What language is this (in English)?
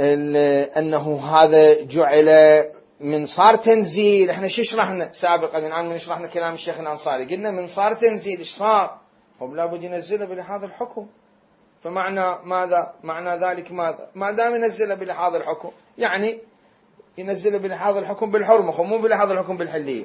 Mesopotamian Arabic